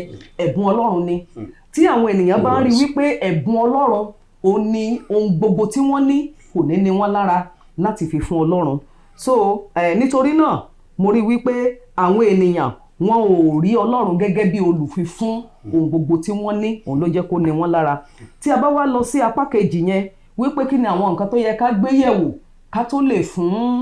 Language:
Yoruba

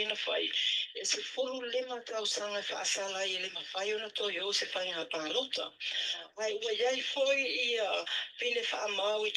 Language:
Samoan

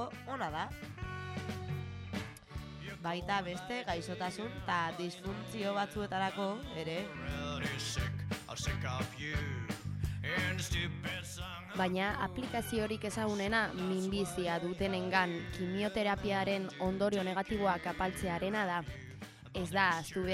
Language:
Basque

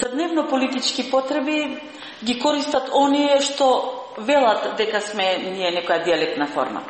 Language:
Macedonian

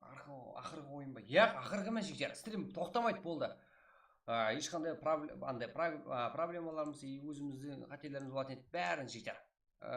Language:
Kara-Kalpak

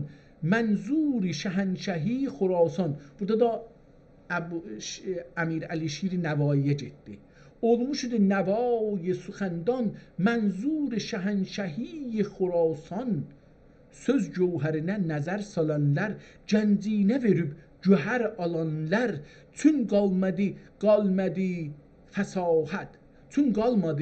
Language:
South Azerbaijani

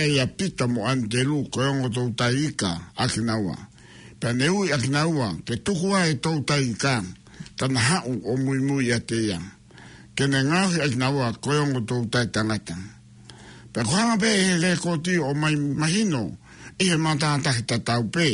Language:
Tongan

